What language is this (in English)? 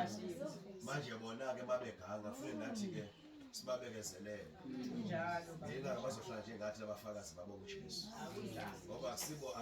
Zulu